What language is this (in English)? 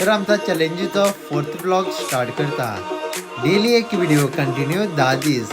Konkani